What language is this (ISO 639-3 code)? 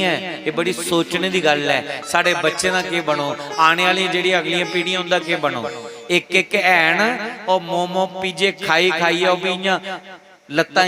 doi